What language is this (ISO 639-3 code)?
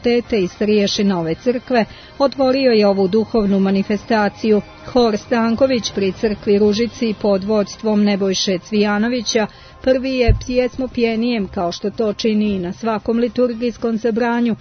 srp